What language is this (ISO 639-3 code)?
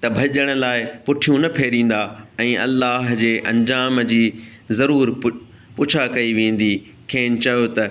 snd